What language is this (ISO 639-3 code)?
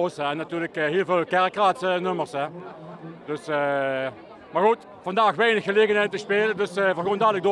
lim